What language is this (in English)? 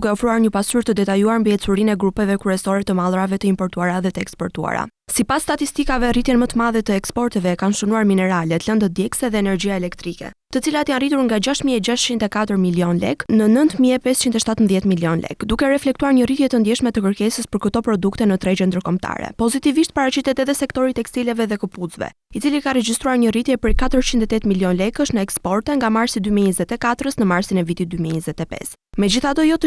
Albanian